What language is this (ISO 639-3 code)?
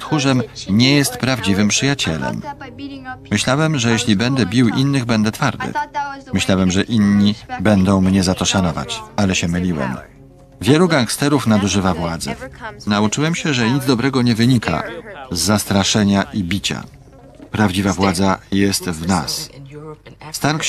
pol